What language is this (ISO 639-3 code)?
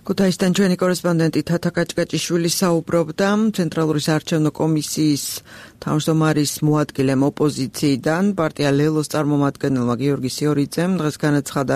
kat